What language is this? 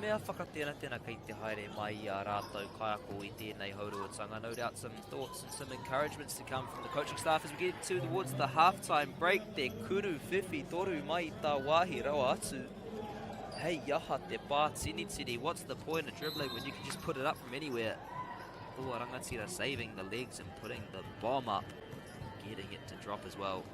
Māori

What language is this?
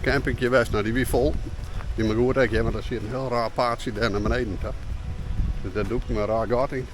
Western Frisian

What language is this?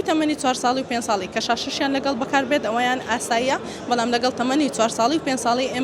Central Kurdish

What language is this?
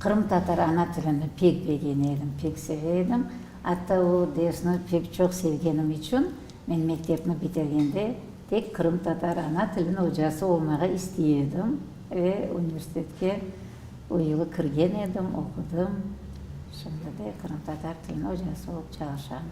Crimean Tatar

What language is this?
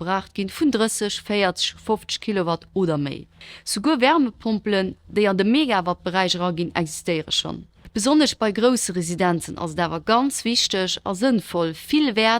Luxembourgish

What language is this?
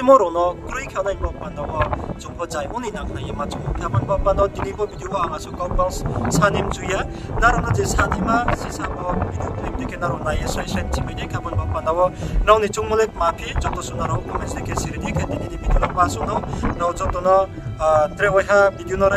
Riang (India)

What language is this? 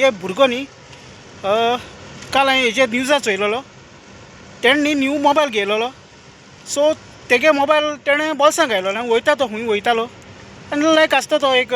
Konkani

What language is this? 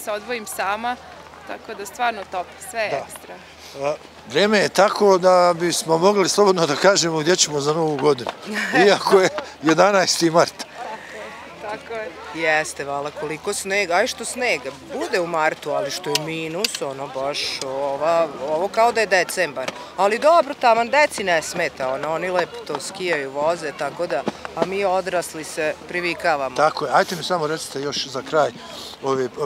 Bosnian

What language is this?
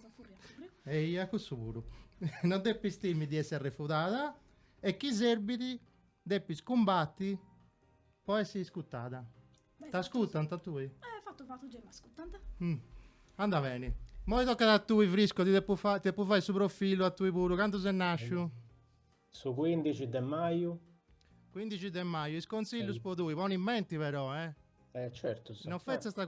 Sardinian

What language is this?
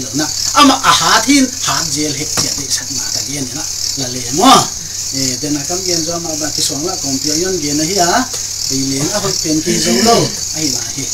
Paite Chin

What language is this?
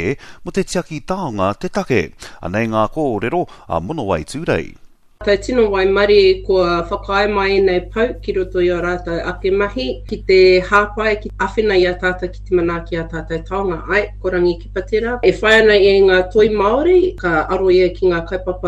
Māori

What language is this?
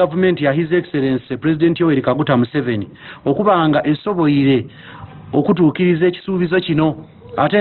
Ganda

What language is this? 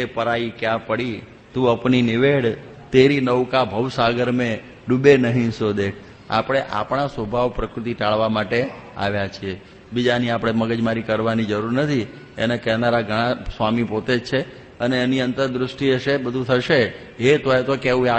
Gujarati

